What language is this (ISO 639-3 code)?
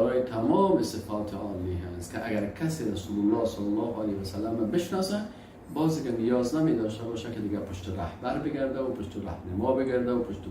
fas